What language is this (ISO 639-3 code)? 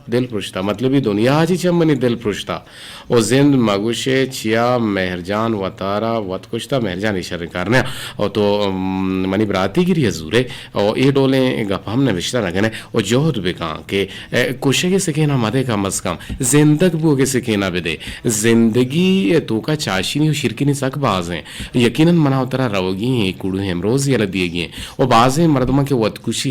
bgp